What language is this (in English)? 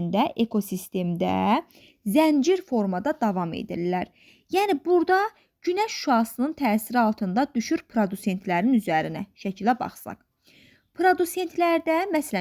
Azerbaijani